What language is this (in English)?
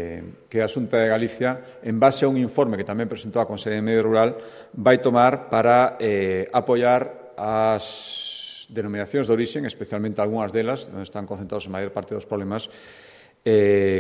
Galician